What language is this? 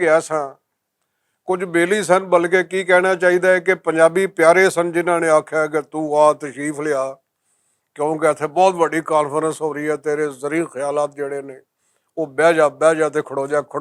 Western Panjabi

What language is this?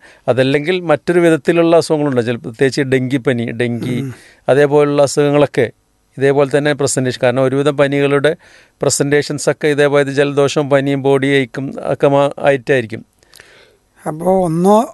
Malayalam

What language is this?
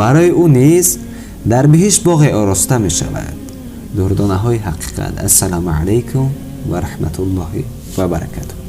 Tajik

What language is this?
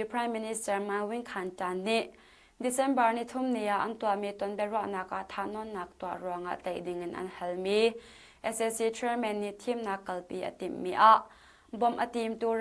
Hakha Chin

